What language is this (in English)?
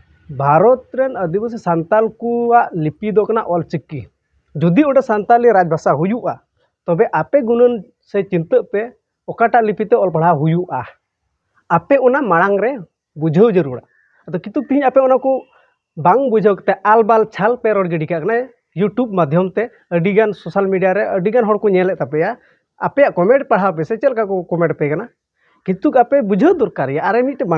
Santali